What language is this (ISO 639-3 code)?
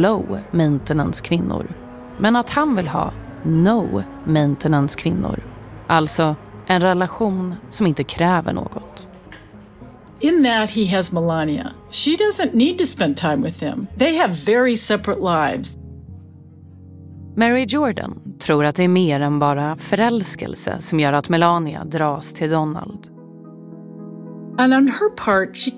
swe